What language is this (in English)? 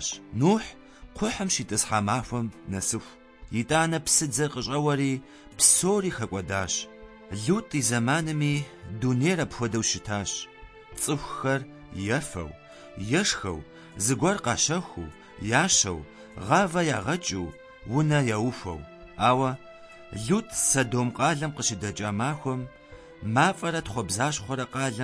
Kabardian